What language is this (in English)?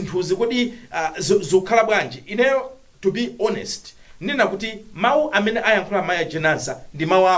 Nyanja